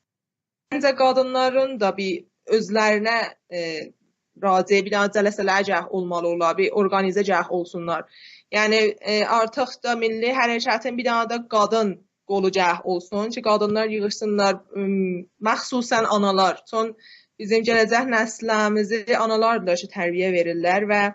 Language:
South Azerbaijani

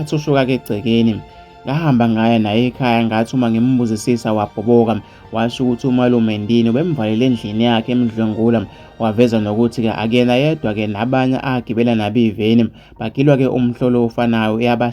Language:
Zulu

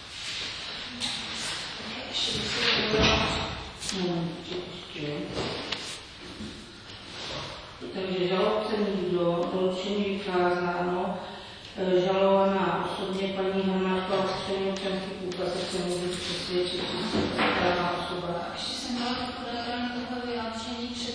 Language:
Czech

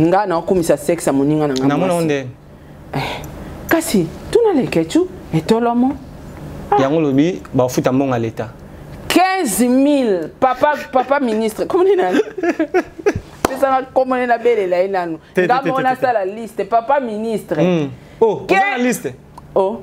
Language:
Lingala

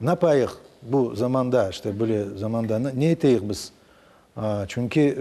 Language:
Crimean Tatar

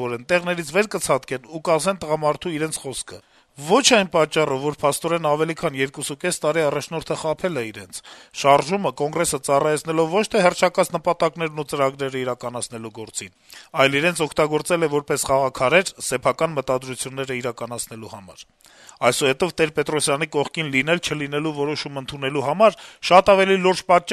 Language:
Armenian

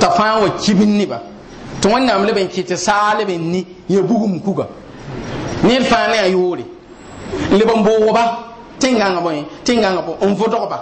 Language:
Mossi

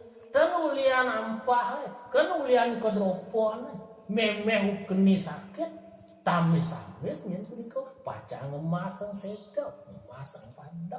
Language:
Balinese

